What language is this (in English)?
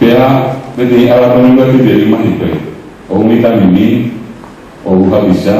Guarani